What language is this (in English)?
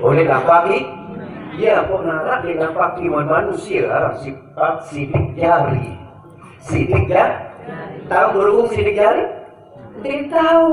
Sasak